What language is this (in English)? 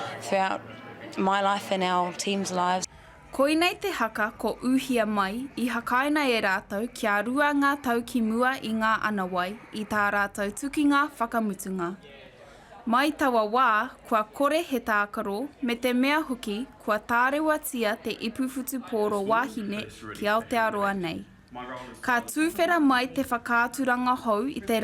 Māori